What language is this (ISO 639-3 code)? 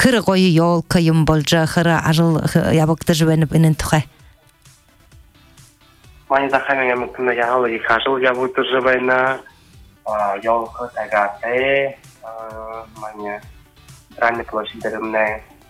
bua